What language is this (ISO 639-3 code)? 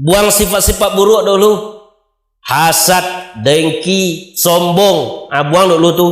min